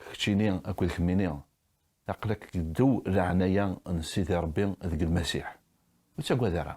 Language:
Kabyle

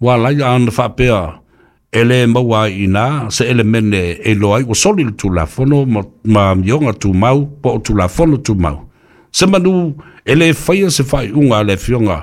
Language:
Samoan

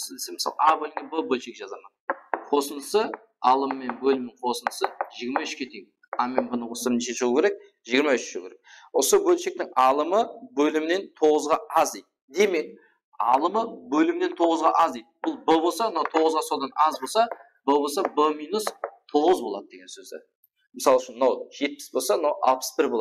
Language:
Kara-Kalpak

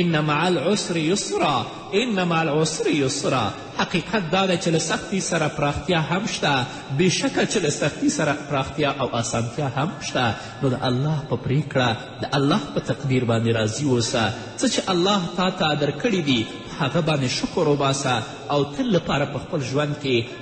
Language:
Pashto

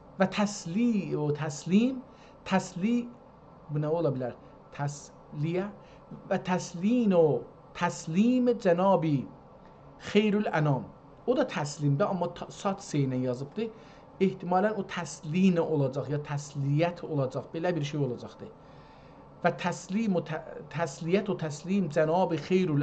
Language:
South Azerbaijani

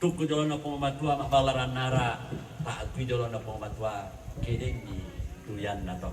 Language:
Toraja-Sa'dan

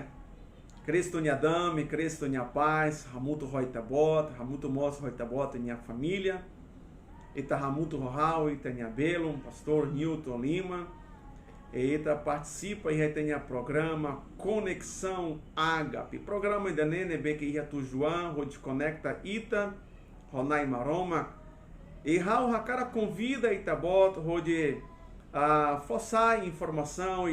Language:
Tetum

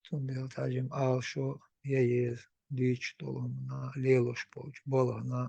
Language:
Chechen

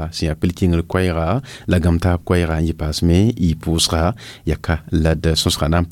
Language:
Mossi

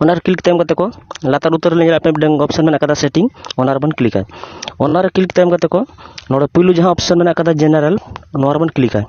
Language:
Santali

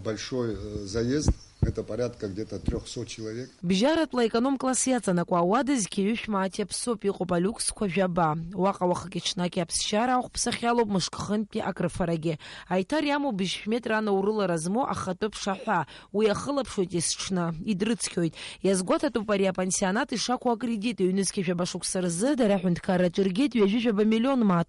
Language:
Abkhazian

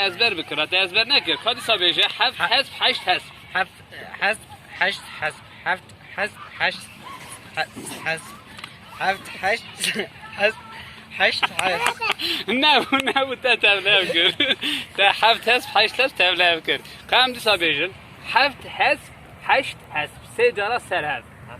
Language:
Kurdish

